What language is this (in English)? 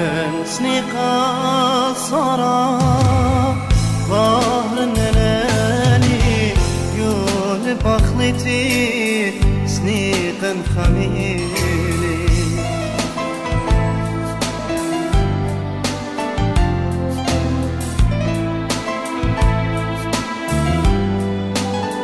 Arabic